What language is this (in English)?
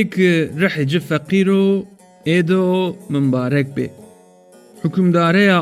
Zaza